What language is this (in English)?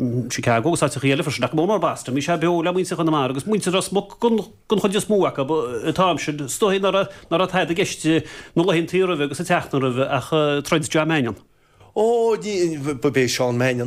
Irish